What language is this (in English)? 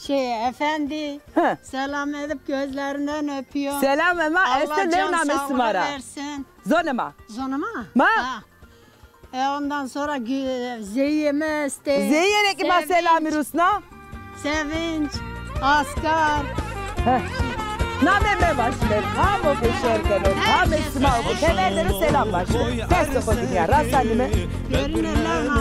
Zaza